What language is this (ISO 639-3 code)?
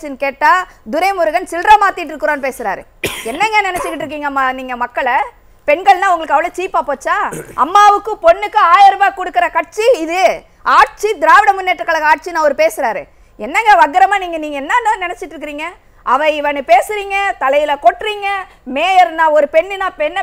tam